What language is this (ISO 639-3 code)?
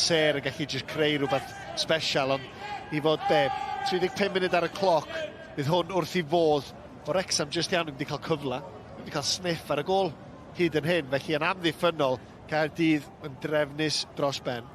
cym